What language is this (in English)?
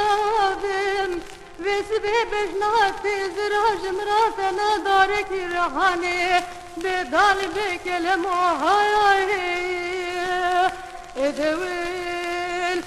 Kurdish